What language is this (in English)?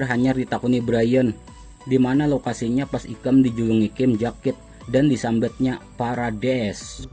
Banjar